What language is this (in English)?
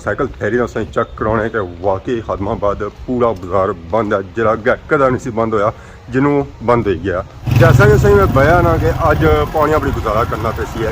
Pahari-Potwari